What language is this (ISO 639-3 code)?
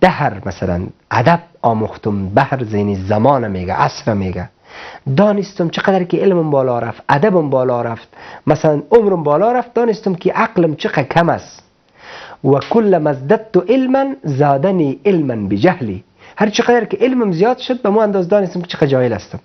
fas